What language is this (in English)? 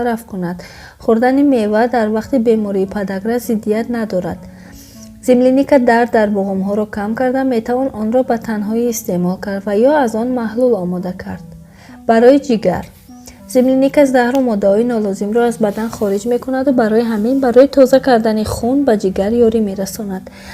Tajik